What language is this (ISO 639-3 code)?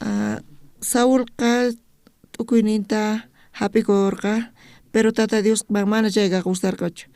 quh